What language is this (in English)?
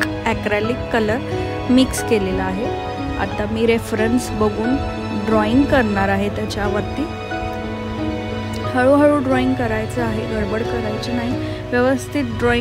Marathi